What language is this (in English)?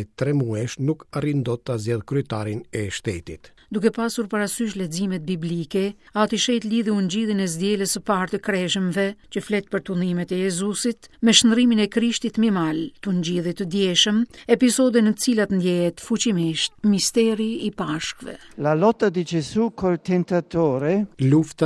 Albanian